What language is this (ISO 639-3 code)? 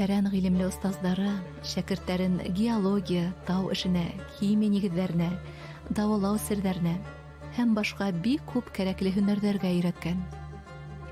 bak